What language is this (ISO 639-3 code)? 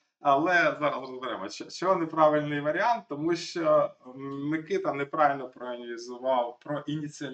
ukr